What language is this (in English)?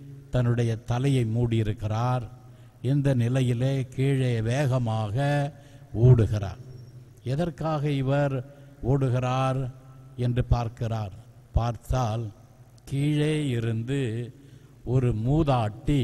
Tamil